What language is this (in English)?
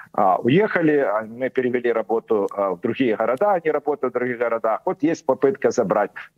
Russian